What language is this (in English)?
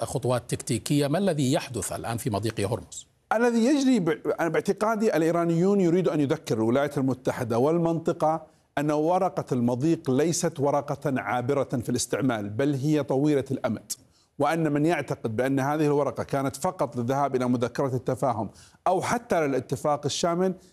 Arabic